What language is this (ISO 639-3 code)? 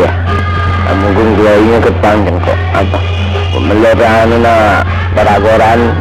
mad